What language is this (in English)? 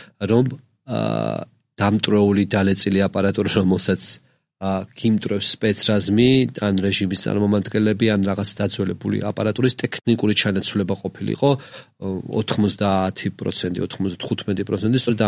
Georgian